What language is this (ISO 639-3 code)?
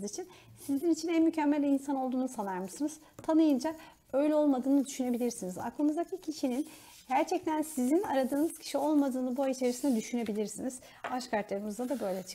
tur